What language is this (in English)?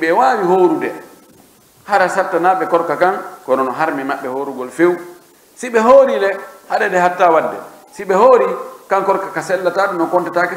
Pular